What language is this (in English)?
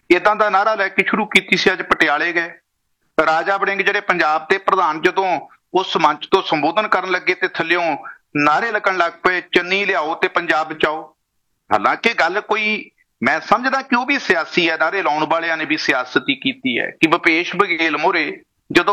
Punjabi